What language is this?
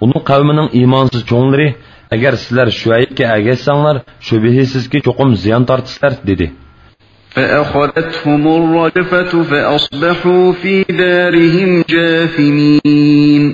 Uyghur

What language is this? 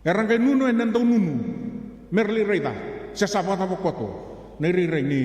Fijian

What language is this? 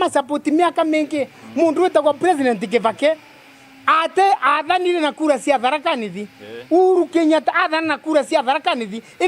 Meru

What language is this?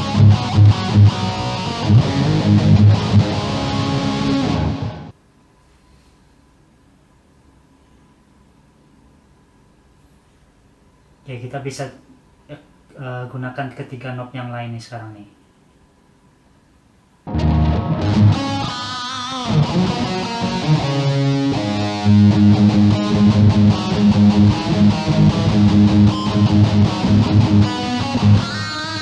Indonesian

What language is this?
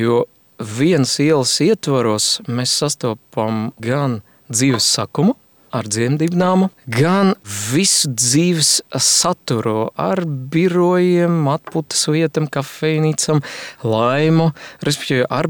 Latvian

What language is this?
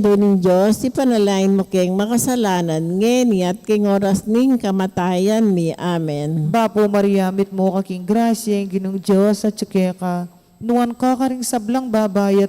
Pampanga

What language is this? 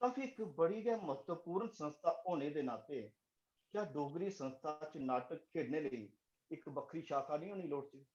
Dogri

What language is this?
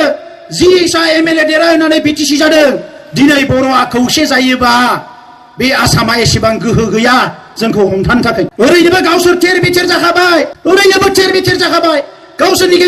Bodo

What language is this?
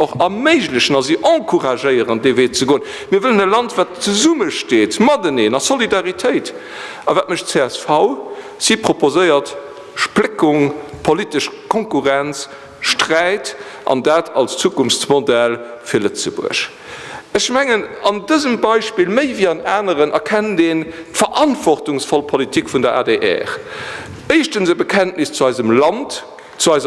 Luxembourgish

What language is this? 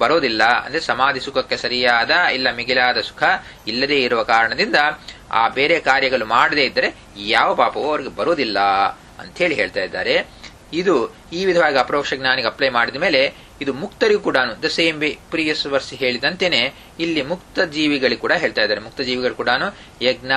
Kannada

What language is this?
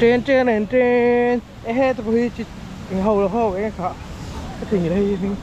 Mizo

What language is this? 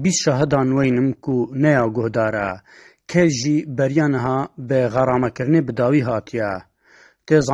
Kurdish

